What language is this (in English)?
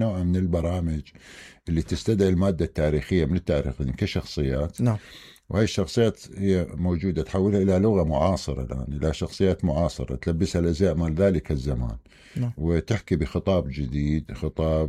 Mesopotamian Arabic